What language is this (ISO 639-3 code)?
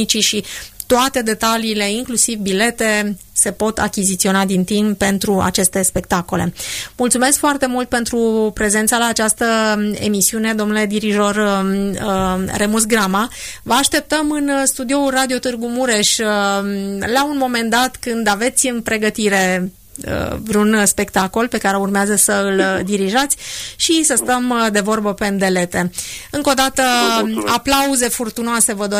ron